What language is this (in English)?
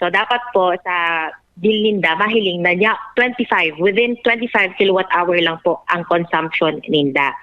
Bikol